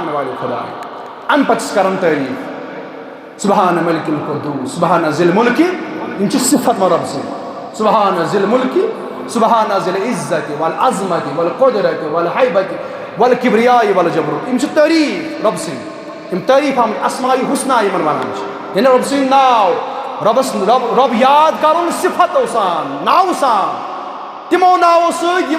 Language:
Kashmiri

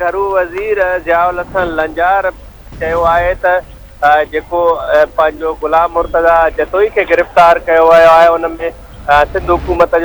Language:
Sindhi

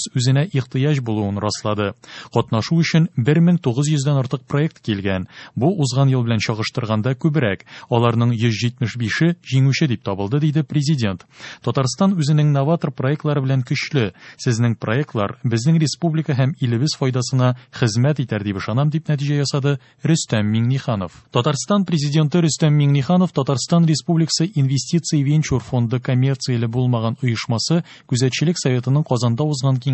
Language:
Tatar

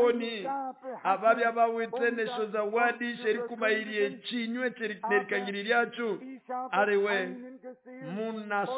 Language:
Nande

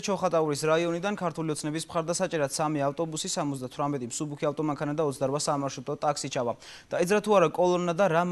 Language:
Georgian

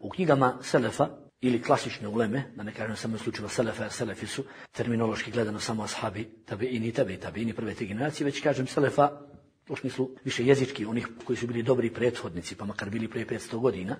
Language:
Bosnian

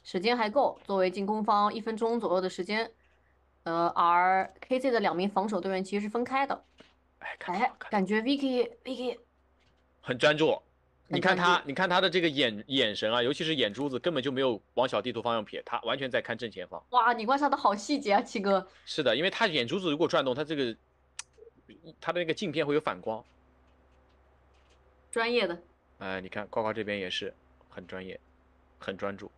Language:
Chinese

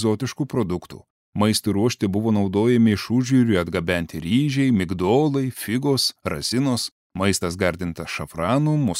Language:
Lithuanian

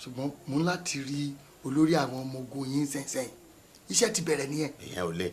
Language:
Yoruba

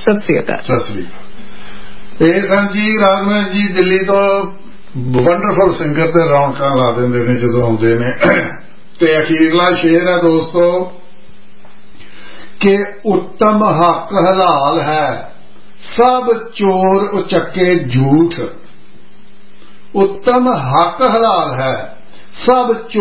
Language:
Punjabi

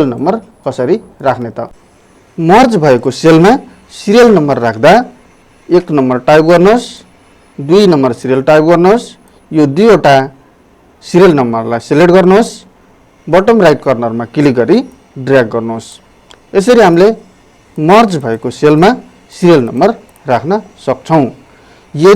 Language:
Nepali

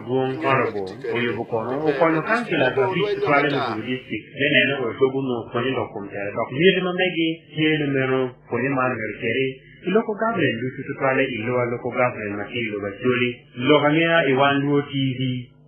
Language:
Acoli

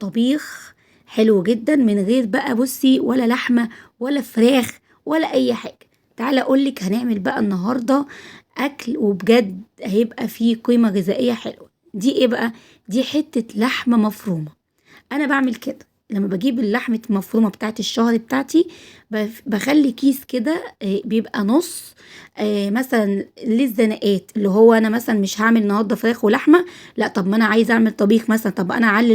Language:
Egyptian Arabic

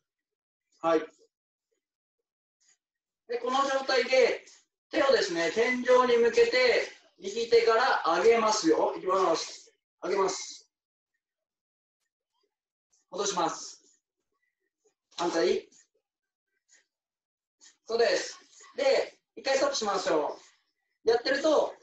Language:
Japanese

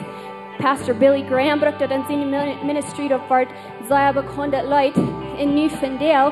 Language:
Plautdietsch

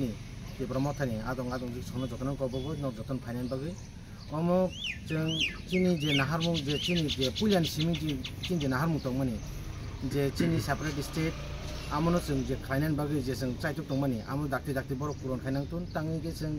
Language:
Kok Borok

